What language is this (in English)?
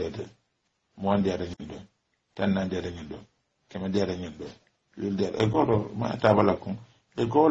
Mandingo